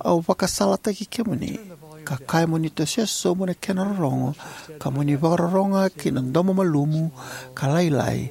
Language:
Fijian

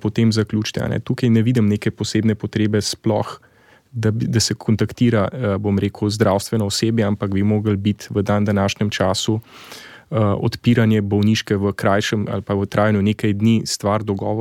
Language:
Slovenian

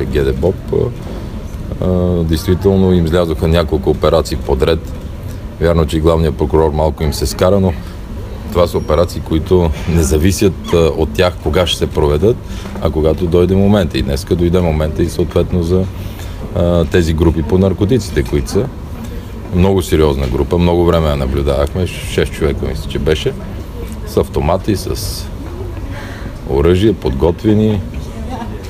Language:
Bulgarian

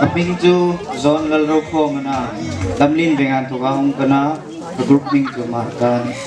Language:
Hmar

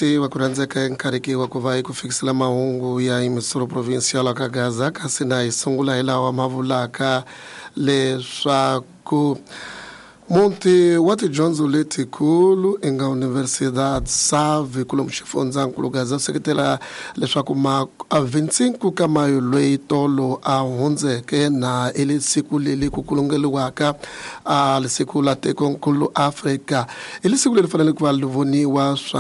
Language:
Tsonga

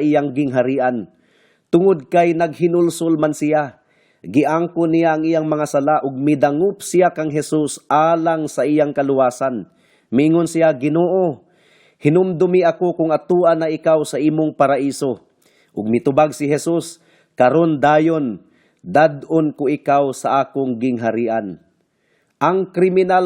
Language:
Cebuano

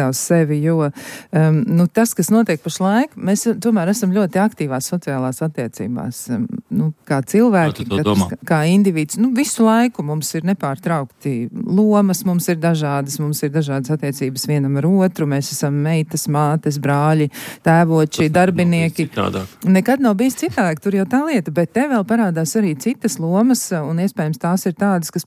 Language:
Latvian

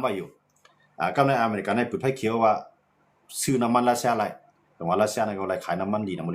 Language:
Shan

